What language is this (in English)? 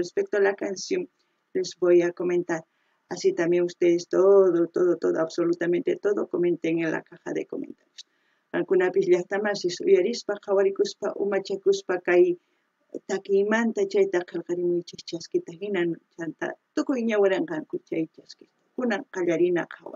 South Bolivian Quechua